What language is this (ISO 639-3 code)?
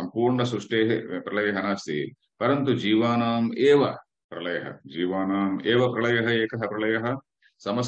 san